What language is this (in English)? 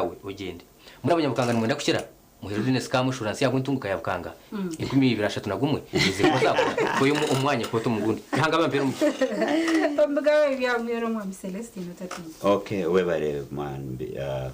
Nyankole